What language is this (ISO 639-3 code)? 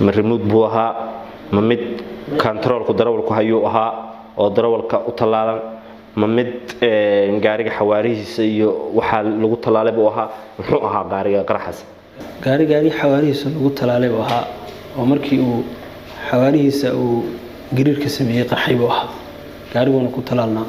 som